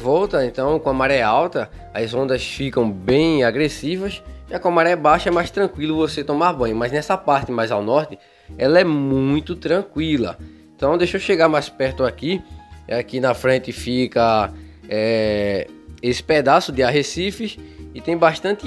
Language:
Portuguese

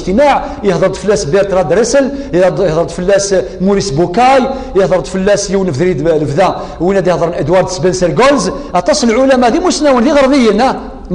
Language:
Kabyle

